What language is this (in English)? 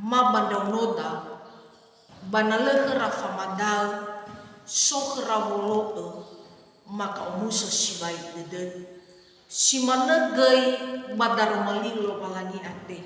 Nias